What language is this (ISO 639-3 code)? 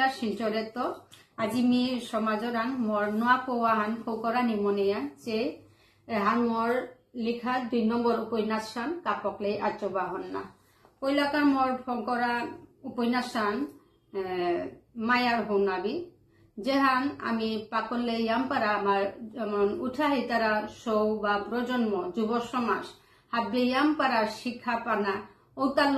bpy